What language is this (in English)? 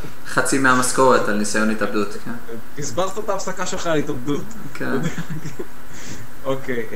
Hebrew